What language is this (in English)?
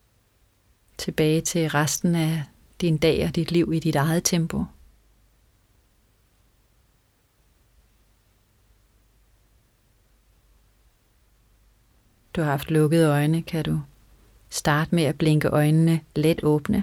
Danish